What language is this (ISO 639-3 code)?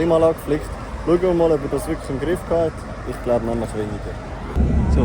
gsw